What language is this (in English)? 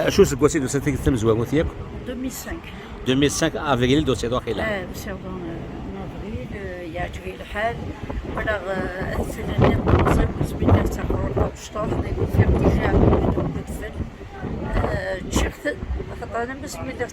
Kabyle